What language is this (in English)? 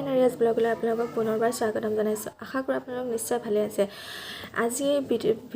Assamese